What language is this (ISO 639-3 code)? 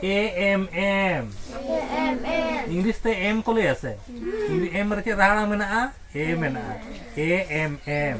sat